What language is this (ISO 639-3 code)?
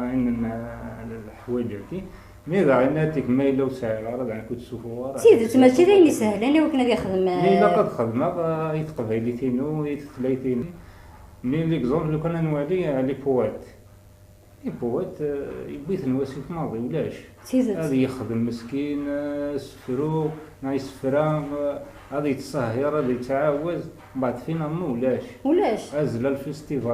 kab